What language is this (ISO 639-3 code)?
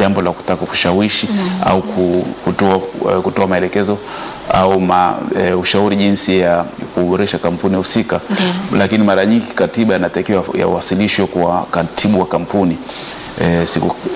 swa